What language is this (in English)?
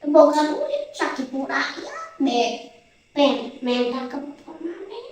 Sundanese